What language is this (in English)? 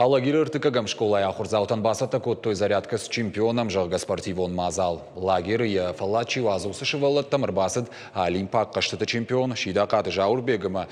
Ossetic